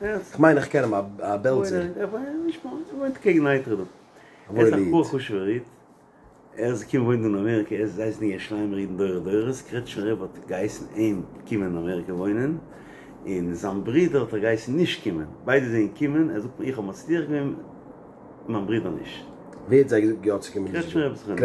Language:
Yiddish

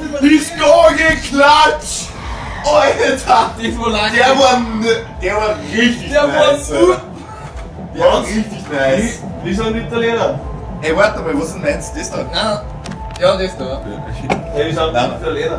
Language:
Bavarian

